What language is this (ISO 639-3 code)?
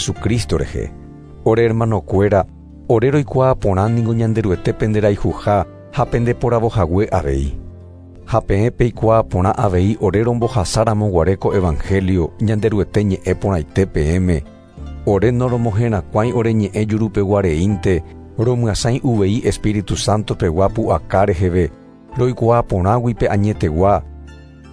grn